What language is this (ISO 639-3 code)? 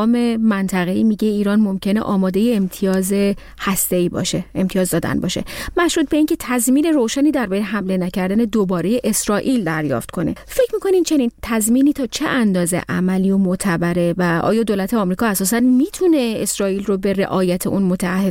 fas